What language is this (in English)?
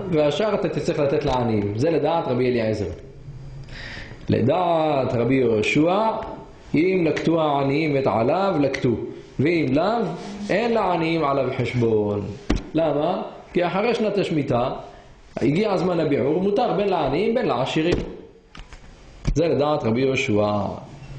Hebrew